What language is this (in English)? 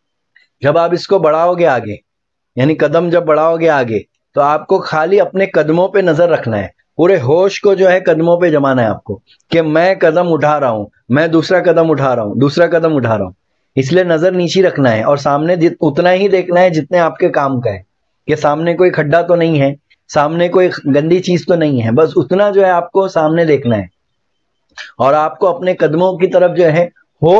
Urdu